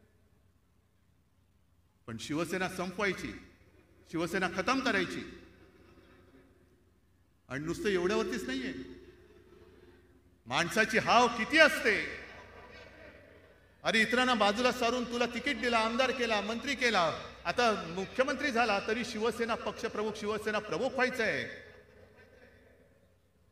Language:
Marathi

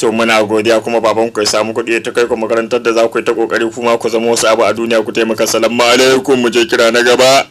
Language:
Hausa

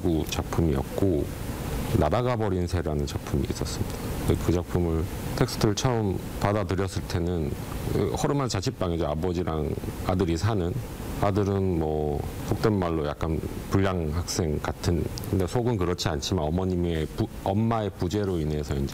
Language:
Korean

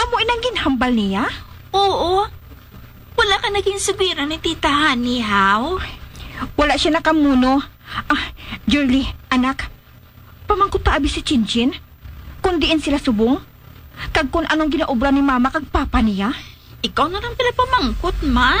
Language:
Hiligaynon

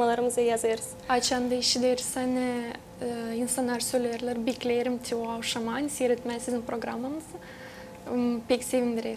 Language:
Gagauz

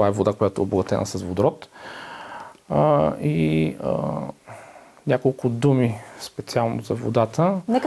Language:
Bulgarian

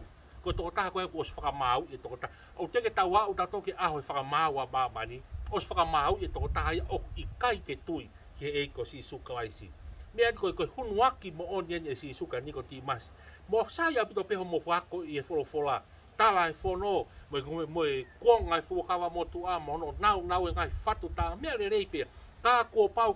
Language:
Tongan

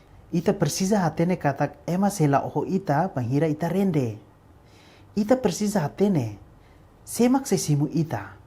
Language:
Tetum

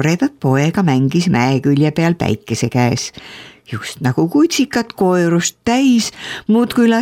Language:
Estonian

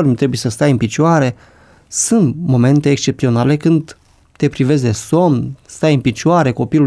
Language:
Romanian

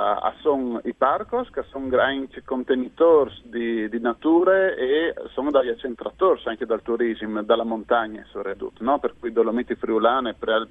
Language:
Friulian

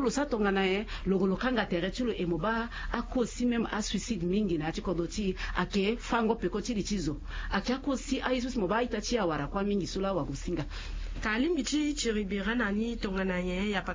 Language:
Sango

